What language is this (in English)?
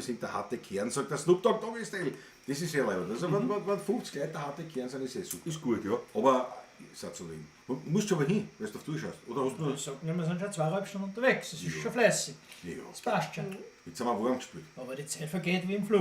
Bavarian